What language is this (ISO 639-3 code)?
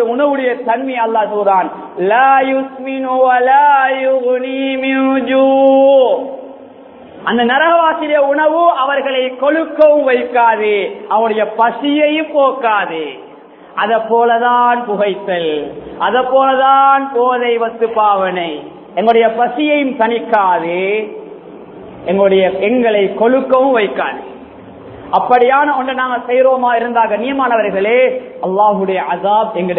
tam